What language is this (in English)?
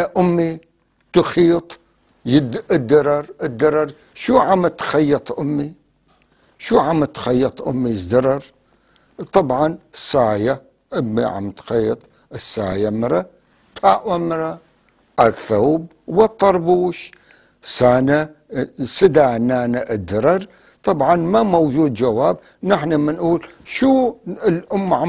North Levantine Arabic